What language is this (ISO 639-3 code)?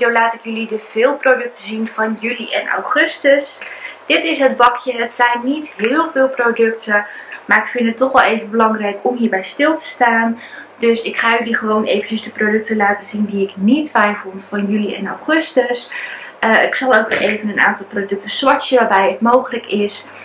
nld